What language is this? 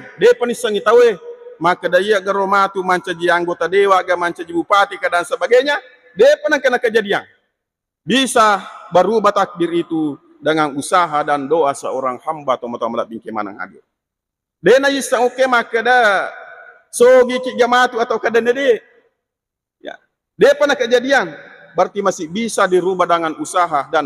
Buginese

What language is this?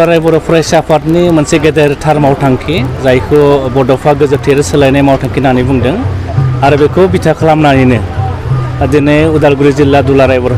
Bodo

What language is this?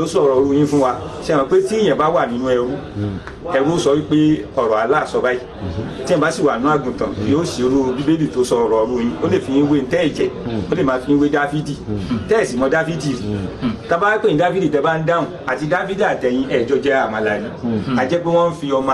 Yoruba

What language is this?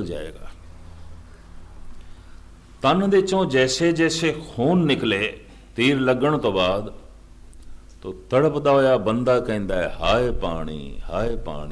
Punjabi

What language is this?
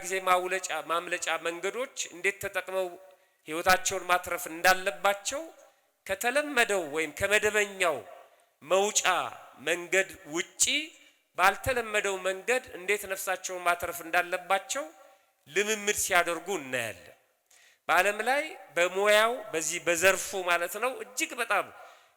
Amharic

